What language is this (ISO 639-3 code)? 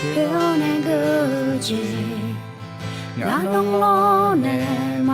ahk